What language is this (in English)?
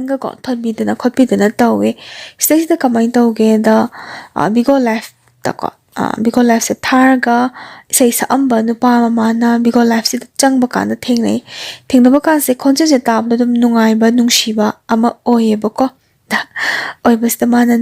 Manipuri